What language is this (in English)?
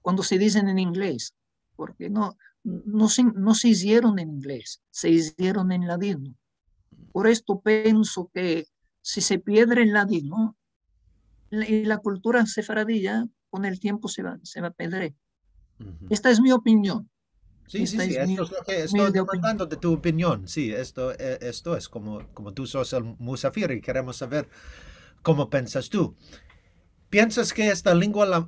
Ladino